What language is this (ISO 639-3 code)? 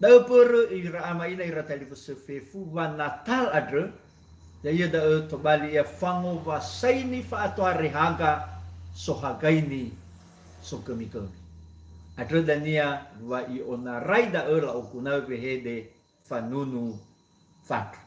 nia